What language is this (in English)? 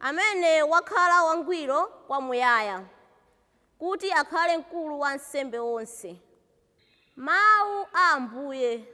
Nyanja